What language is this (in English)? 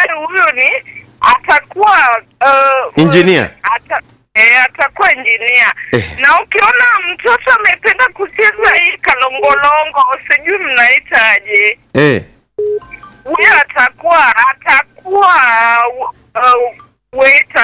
Swahili